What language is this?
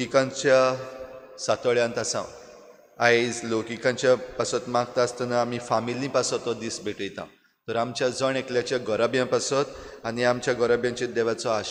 Konkani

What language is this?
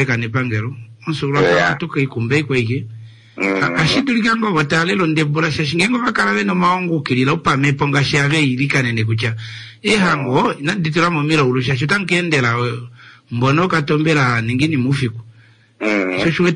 Kuanyama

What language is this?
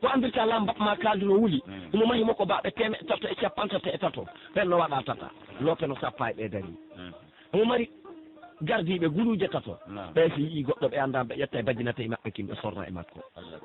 Pular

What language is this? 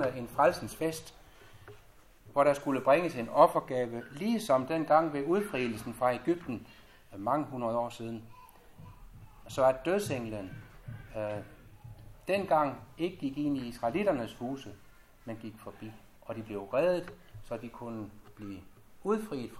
Danish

